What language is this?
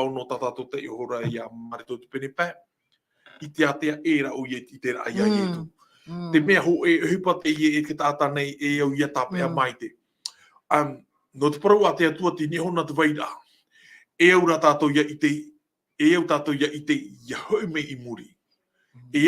Tahitian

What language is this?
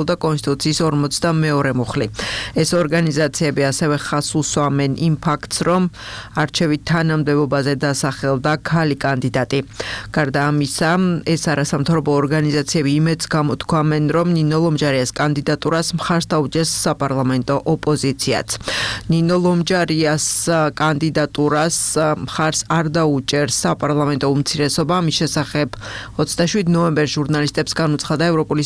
Georgian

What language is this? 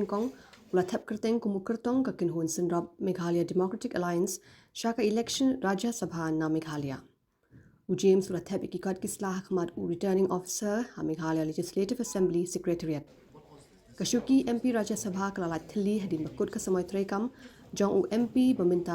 Khasi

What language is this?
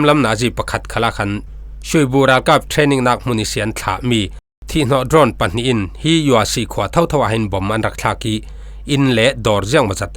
Falam Chin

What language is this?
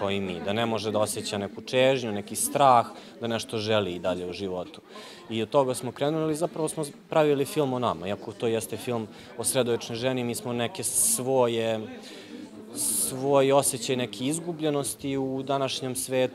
Serbian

